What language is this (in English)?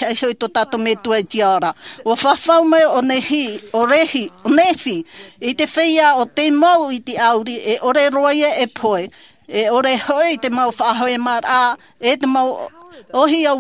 Tahitian